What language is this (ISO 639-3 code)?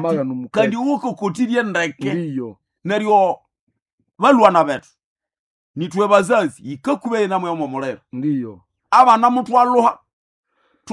nnb